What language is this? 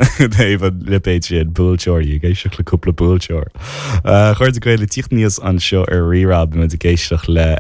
Irish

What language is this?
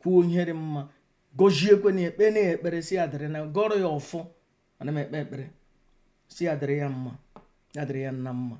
Igbo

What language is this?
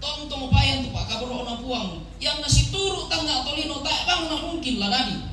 Toraja-Sa'dan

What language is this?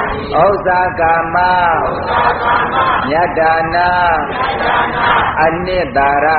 Burmese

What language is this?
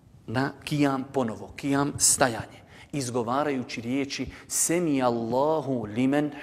Bosnian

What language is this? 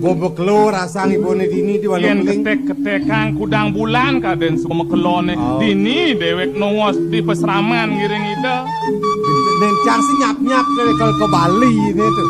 Balinese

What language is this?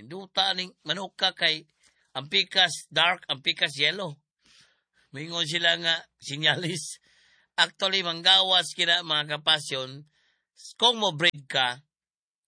Cebuano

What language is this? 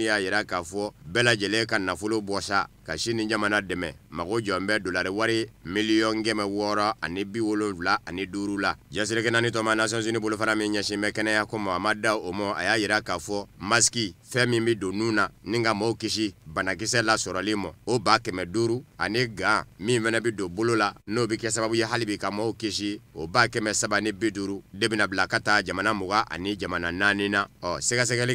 Bambara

